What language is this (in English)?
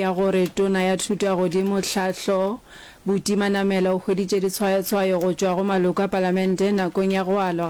Northern Sotho